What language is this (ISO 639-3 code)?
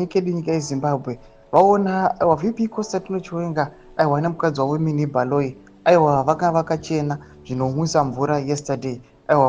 sna